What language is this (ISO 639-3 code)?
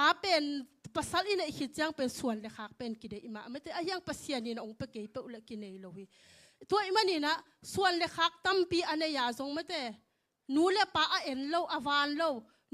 ctd